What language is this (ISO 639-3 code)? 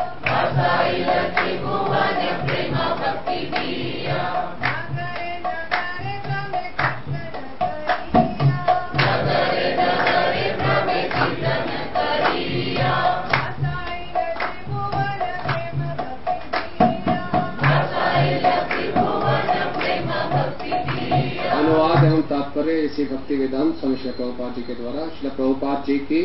hin